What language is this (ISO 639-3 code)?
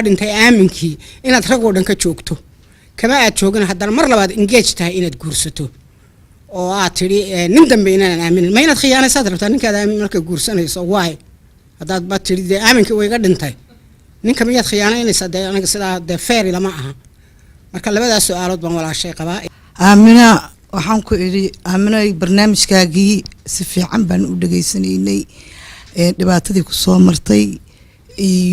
som